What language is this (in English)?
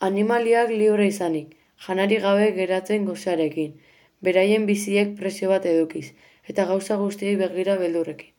Basque